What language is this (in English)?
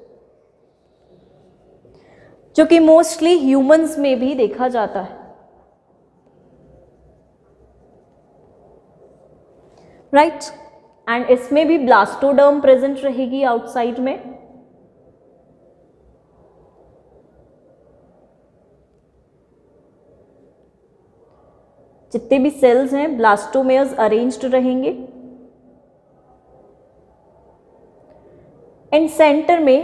Hindi